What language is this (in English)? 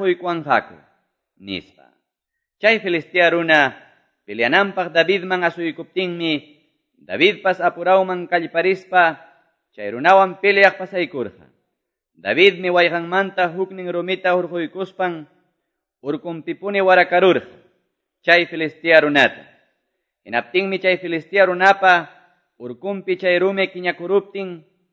Quechua